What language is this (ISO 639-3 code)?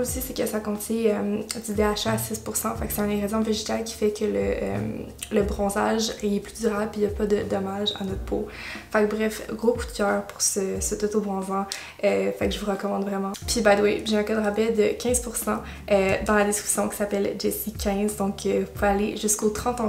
fra